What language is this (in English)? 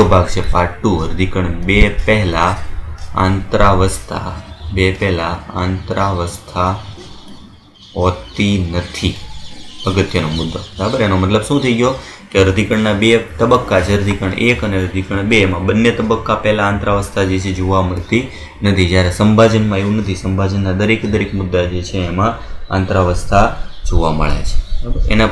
Gujarati